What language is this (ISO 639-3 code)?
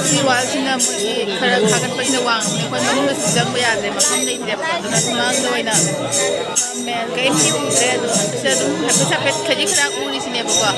mni